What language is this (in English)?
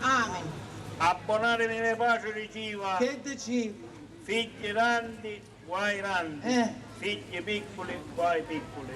Sicilian